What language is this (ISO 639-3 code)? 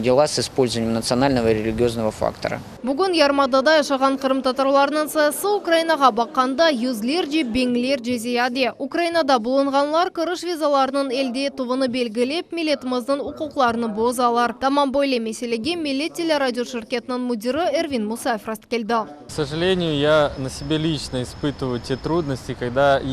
crh